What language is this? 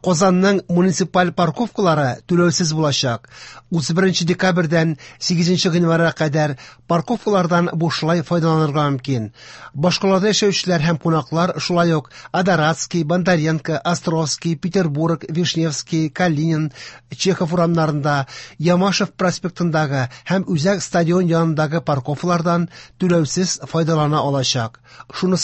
Tatar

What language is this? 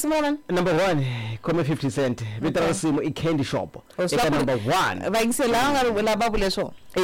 Tsonga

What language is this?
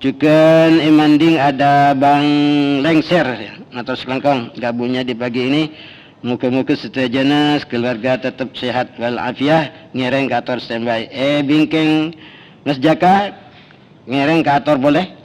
Madurese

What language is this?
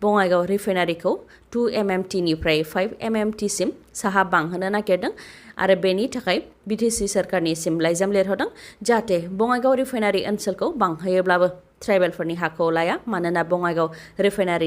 Bodo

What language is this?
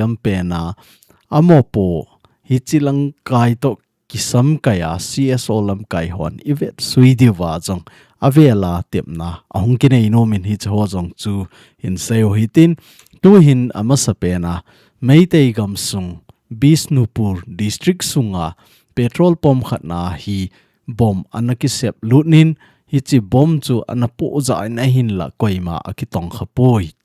Thado Chin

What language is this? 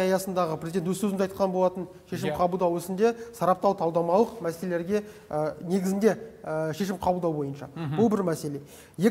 Kazakh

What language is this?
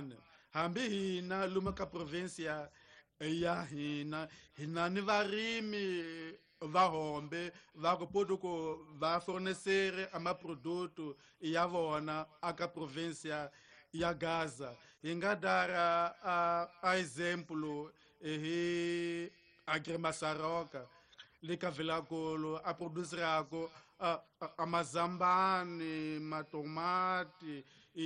Tsonga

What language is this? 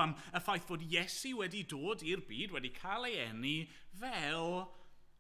Welsh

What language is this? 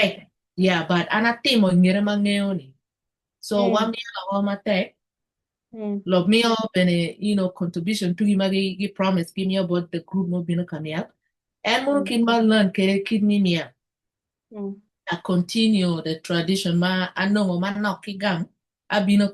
Acoli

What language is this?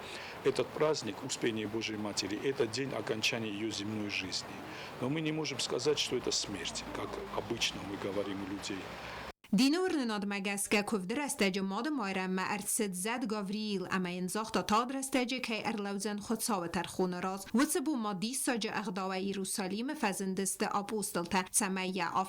Ossetic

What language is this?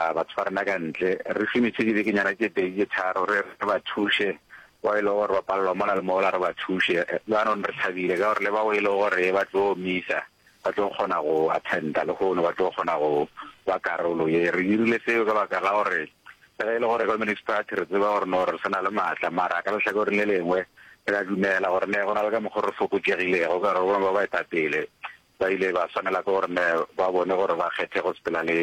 Northern Sotho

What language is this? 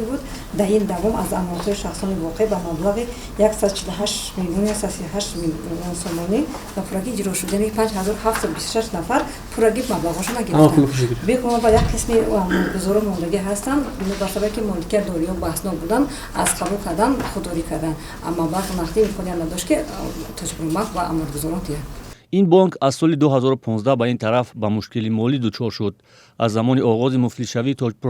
Tajik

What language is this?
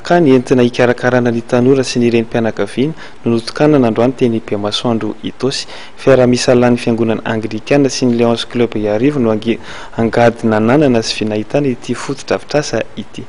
Malagasy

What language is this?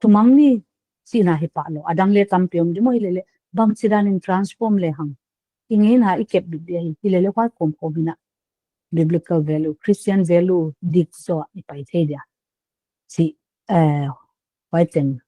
Paite Chin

